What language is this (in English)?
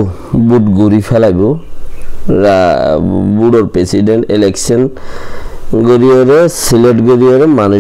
Rohingya